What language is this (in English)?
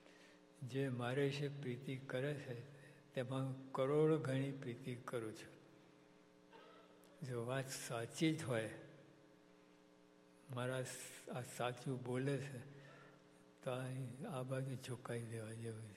Gujarati